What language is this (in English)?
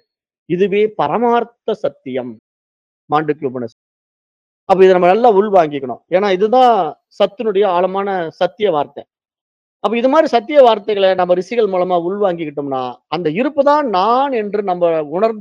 Tamil